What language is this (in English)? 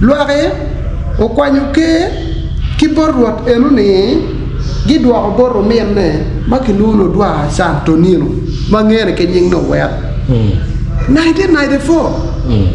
Acoli